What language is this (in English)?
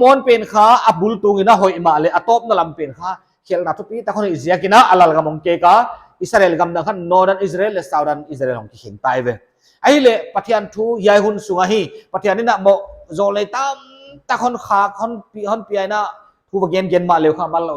Paite Chin